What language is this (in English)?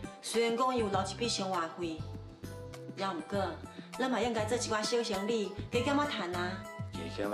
Min Nan Chinese